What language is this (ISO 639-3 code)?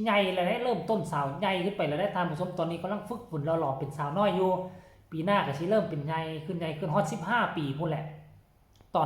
tts